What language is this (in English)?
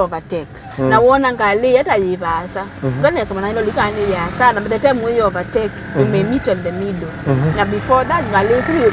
Kamba